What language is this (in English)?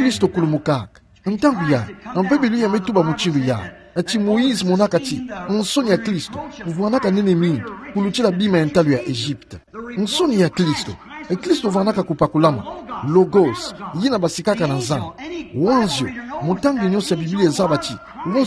Kituba (Democratic Republic of Congo)